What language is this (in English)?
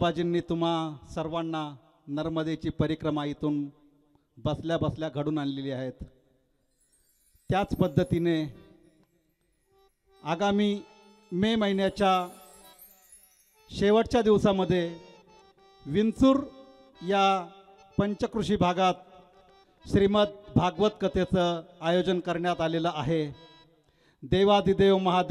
Marathi